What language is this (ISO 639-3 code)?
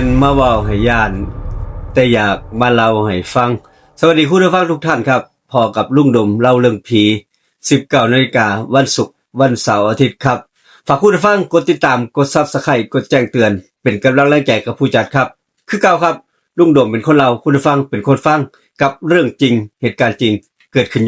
tts